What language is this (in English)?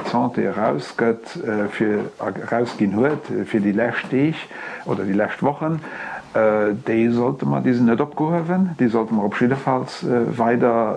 Luxembourgish